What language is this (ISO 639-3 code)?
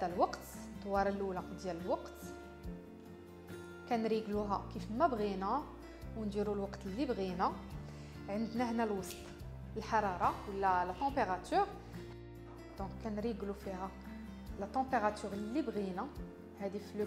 ary